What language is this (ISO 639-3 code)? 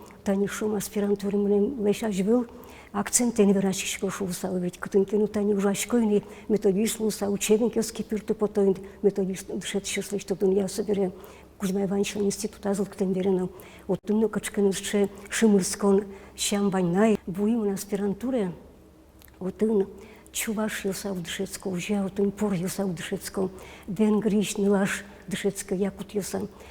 udm